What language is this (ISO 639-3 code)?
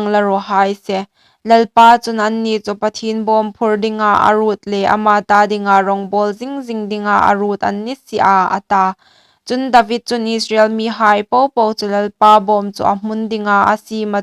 hmr